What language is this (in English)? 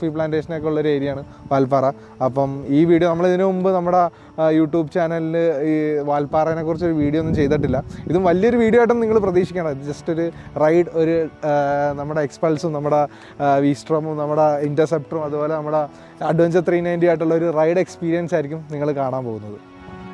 Malayalam